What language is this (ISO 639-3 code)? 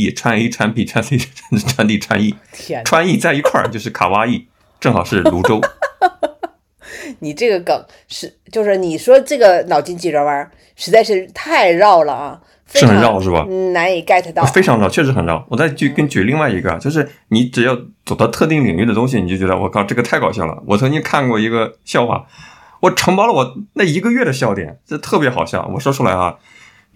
zho